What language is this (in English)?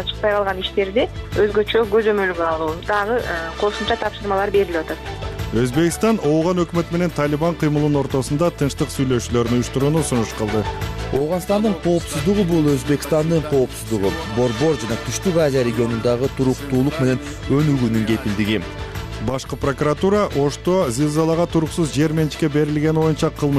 Kyrgyz